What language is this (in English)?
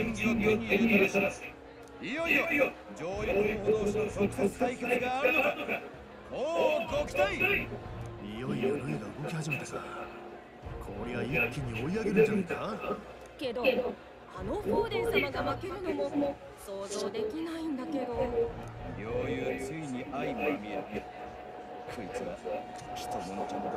Japanese